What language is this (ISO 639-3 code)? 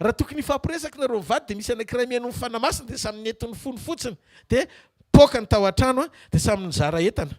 mlg